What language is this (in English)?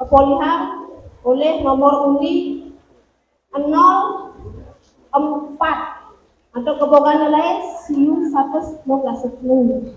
Balinese